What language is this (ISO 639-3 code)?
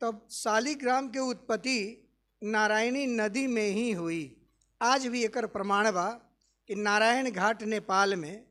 bho